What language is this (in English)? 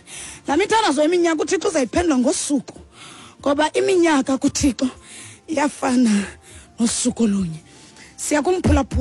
Xhosa